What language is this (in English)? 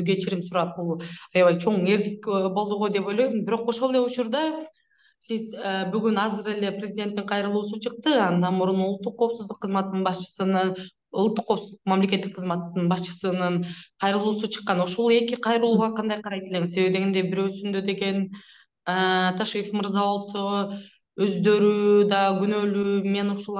Kyrgyz